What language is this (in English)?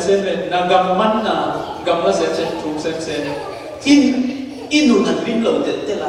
Falam Chin